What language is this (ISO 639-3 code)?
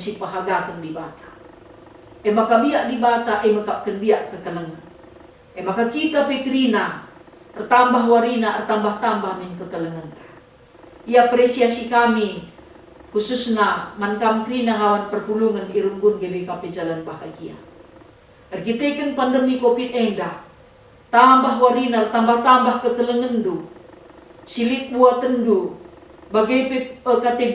btx